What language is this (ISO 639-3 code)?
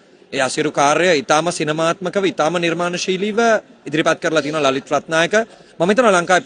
sin